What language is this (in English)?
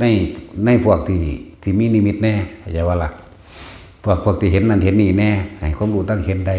Northeastern Thai